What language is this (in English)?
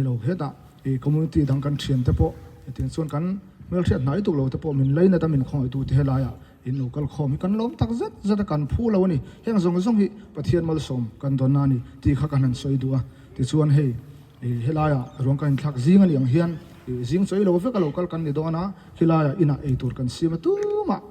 Mizo